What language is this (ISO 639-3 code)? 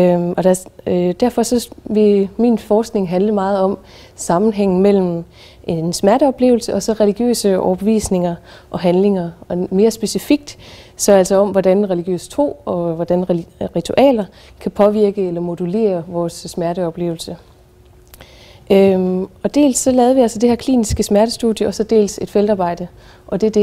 dan